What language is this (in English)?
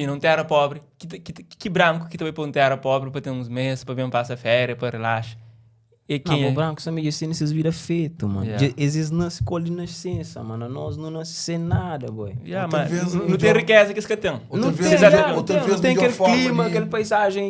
Kabuverdianu